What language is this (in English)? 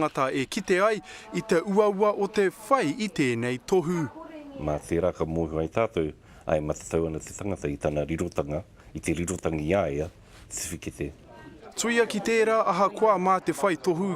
Māori